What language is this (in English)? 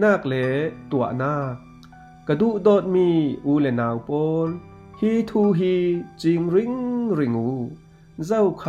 Falam Chin